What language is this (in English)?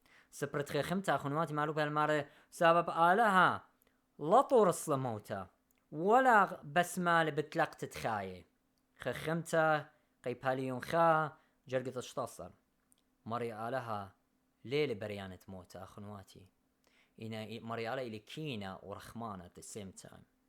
Assyrian Neo-Aramaic